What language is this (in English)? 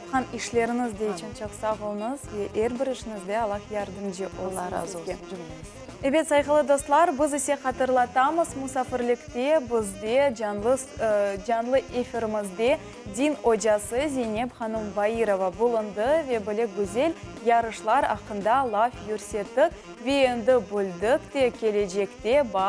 Crimean Tatar